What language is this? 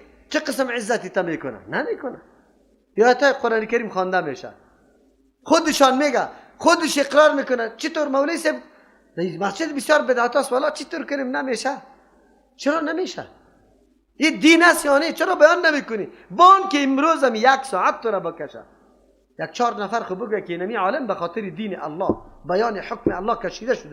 Persian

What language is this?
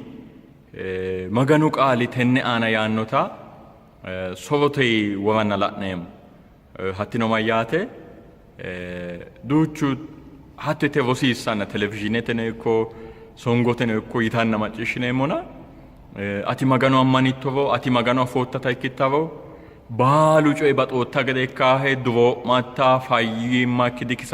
Sidamo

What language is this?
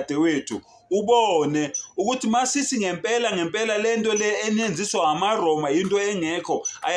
Zulu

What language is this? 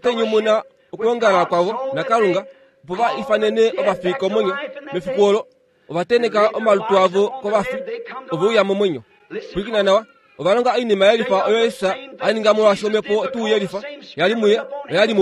Kuanyama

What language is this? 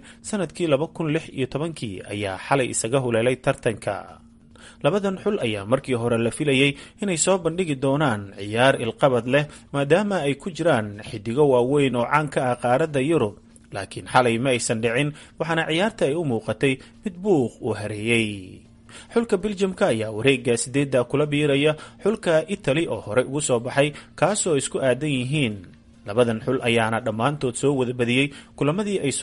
Somali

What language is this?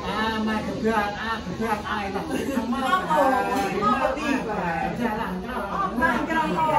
Central Mnong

